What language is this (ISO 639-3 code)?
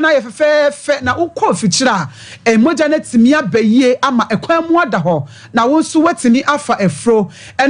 aka